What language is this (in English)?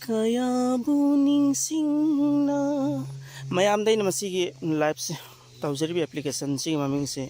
Manipuri